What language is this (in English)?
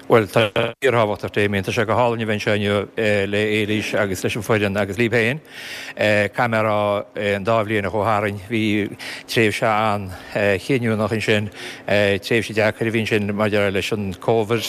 Irish